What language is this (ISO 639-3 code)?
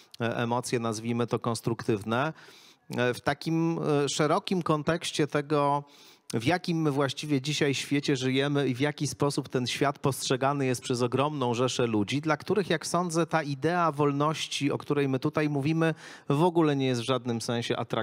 pol